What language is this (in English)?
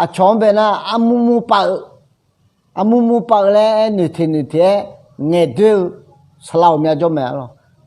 Akha